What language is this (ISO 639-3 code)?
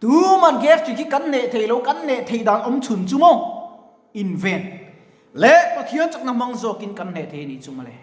lus